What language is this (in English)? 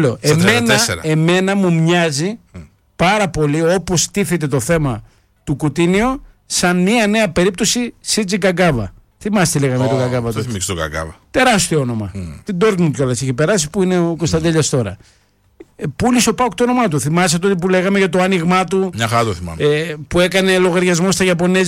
Greek